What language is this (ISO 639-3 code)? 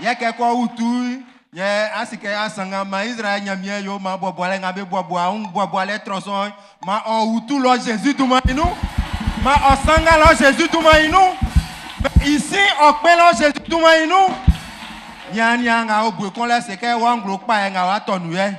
bci